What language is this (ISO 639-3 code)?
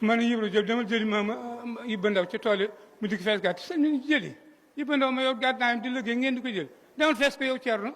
wol